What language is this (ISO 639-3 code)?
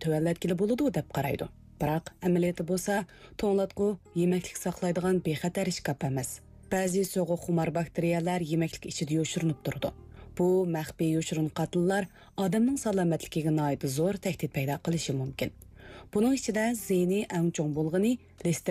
uig